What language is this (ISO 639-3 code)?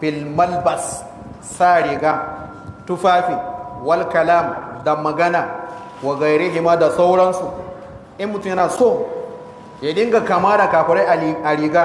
hau